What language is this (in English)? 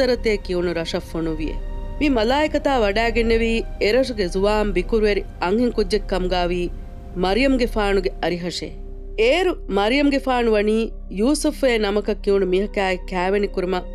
Divehi